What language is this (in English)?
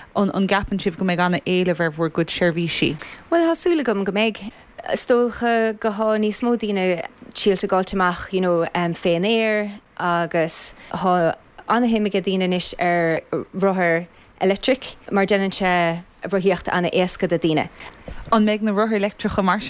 Irish